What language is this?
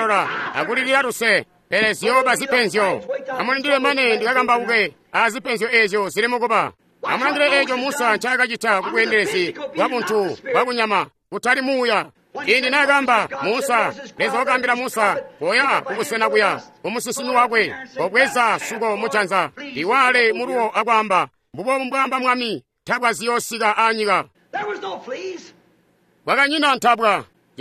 Tonga (Zambia)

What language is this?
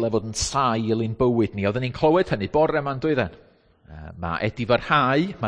Welsh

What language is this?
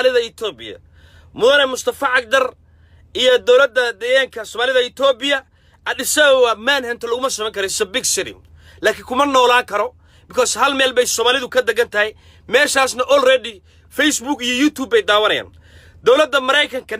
Somali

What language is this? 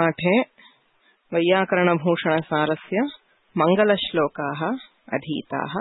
Sanskrit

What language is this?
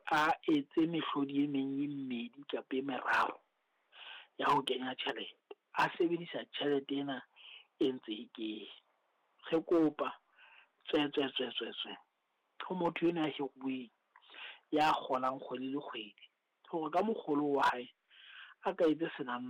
Southern Sotho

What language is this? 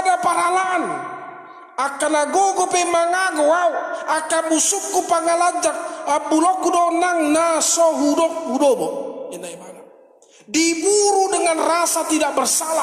Batak Toba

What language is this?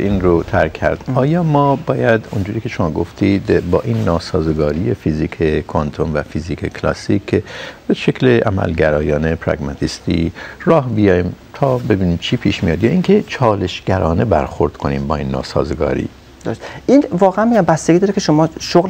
Persian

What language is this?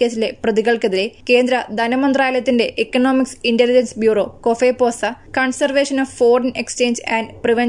Malayalam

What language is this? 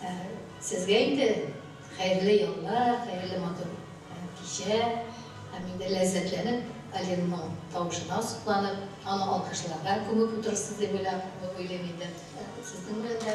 Tatar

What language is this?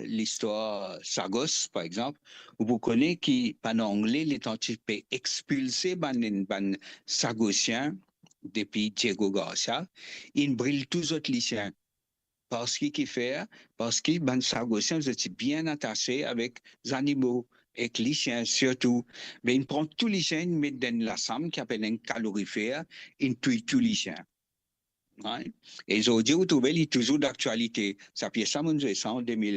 Morisyen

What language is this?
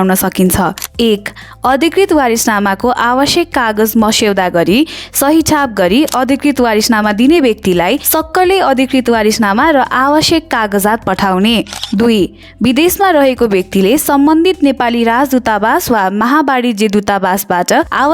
Nepali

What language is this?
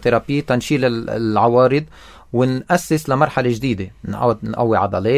North Levantine Arabic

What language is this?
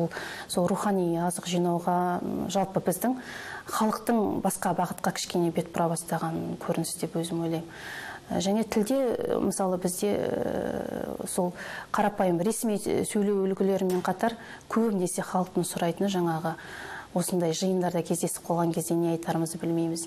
Kazakh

